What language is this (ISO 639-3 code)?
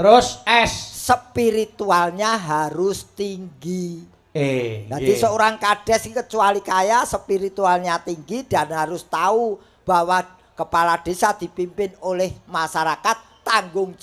jav